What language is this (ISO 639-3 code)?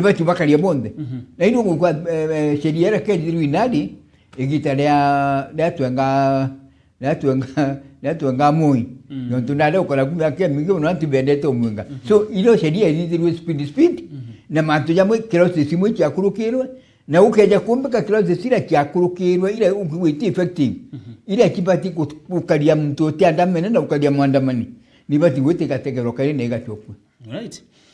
mer